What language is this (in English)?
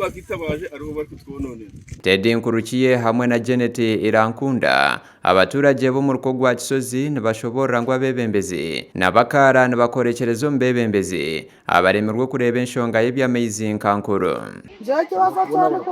Nyankole